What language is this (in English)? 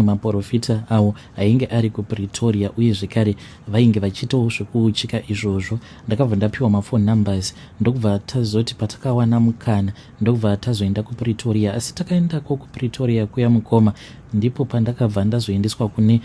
Shona